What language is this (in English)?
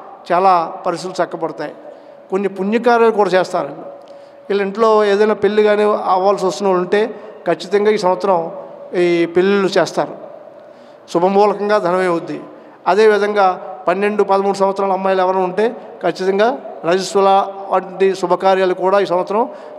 Telugu